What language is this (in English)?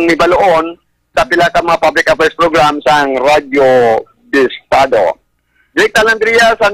Hiligaynon